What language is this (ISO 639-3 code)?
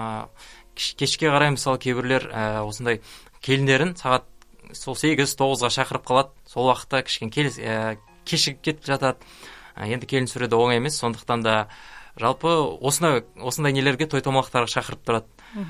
kaz